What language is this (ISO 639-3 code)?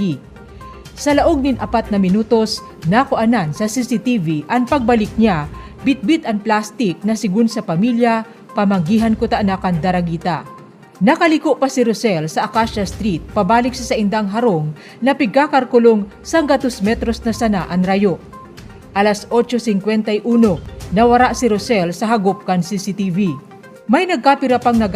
bik